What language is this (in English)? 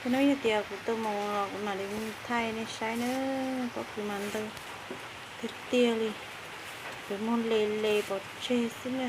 Hmong